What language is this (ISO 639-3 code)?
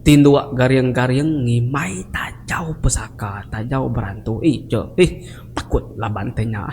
iba